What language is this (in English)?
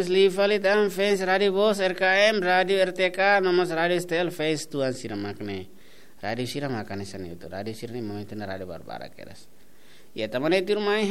Tetum